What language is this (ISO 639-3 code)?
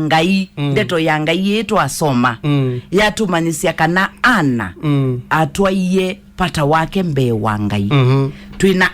kam